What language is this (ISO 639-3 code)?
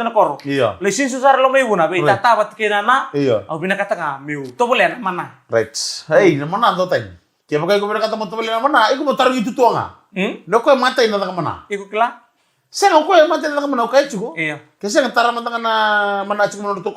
fij